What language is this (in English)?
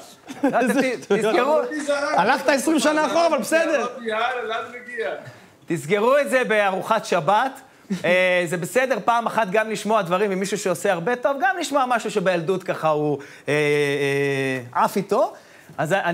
Hebrew